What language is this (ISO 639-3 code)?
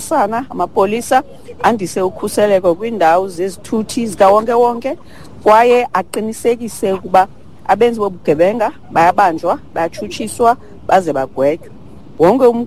xho